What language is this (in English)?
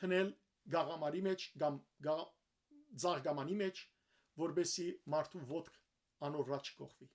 Western Armenian